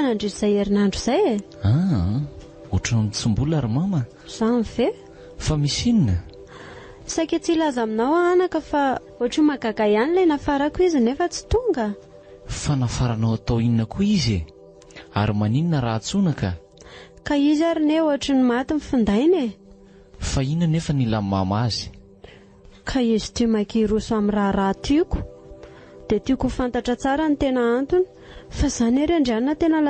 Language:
Malagasy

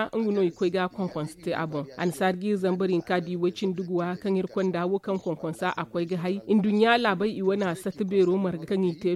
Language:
Zarma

